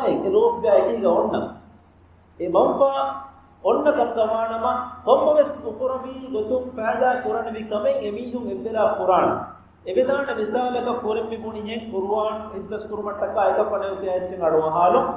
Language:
Divehi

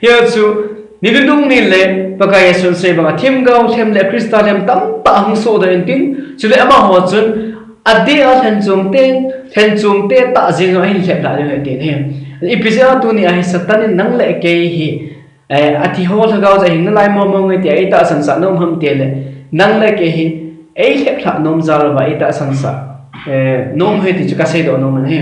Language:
Thado Chin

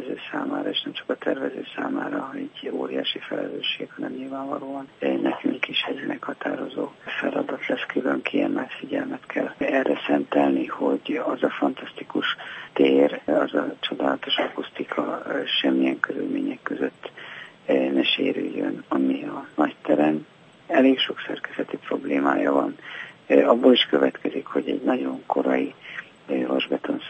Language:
Hungarian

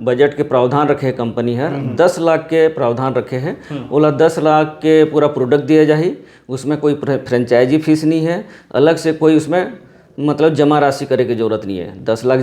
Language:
Chhattisgarhi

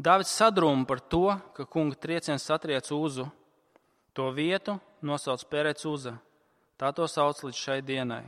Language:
Latvian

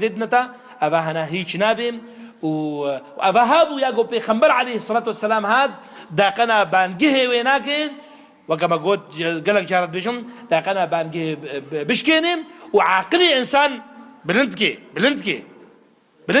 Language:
Kurdish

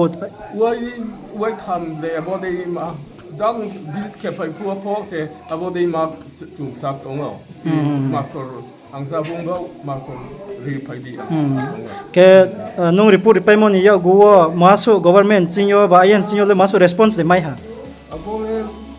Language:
Riang (India)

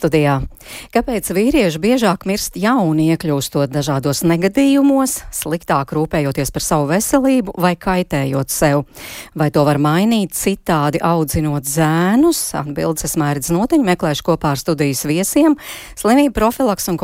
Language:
Latvian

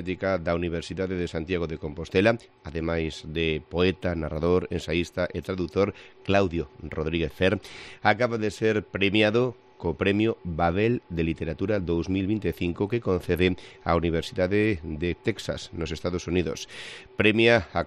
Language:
Galician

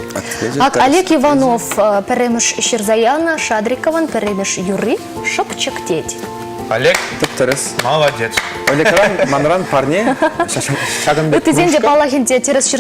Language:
Chuvash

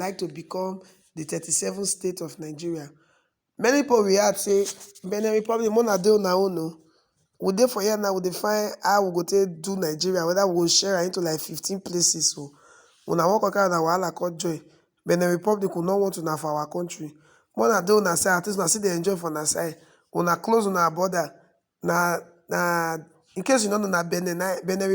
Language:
Nigerian Pidgin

